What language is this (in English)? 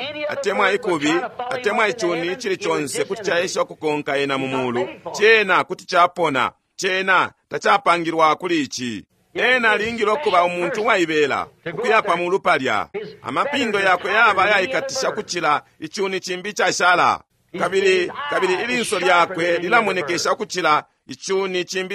Bemba